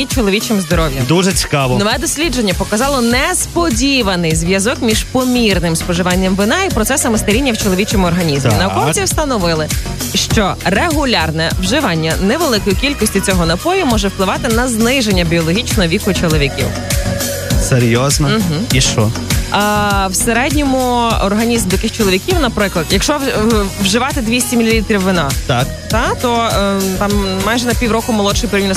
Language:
Ukrainian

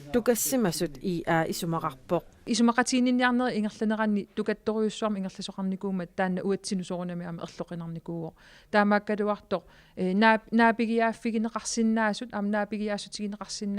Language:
Kalaallisut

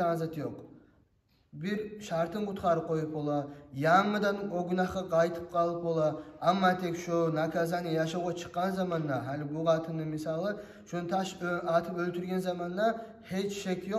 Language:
Kumyk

